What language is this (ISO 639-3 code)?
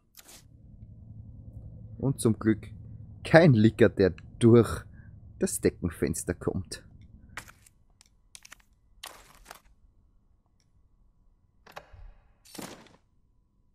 deu